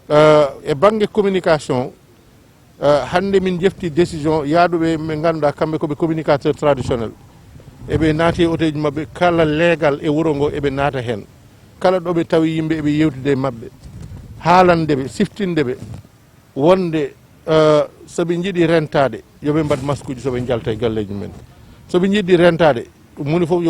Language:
Fula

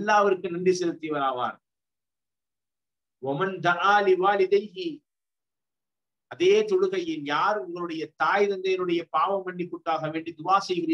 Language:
Tamil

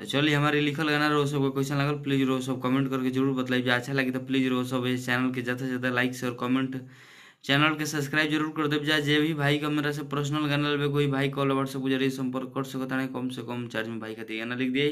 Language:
Bhojpuri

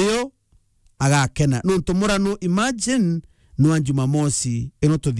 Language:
Meru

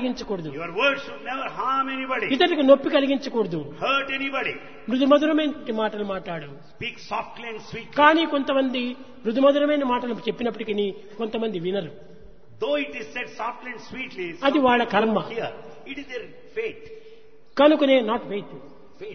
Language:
Telugu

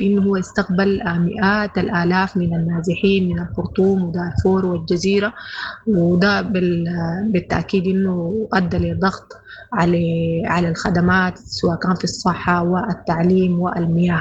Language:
Sudanese Arabic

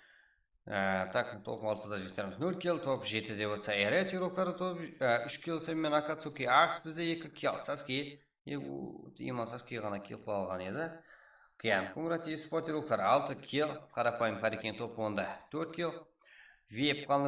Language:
Kara-Kalpak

